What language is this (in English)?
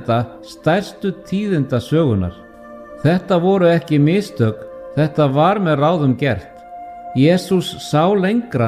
Icelandic